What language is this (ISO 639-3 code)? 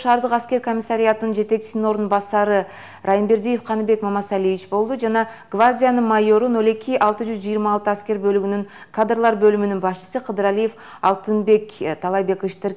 kir